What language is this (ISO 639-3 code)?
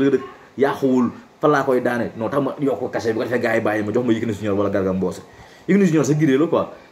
wol